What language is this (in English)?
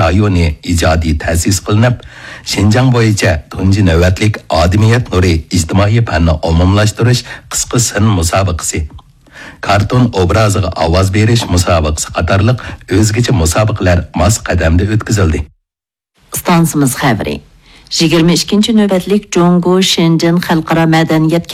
Uyghur